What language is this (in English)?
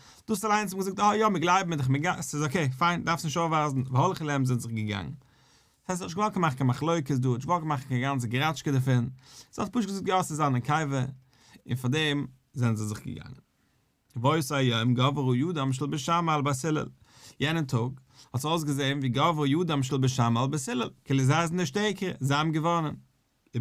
Yiddish